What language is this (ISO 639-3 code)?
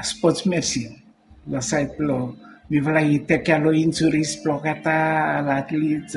bis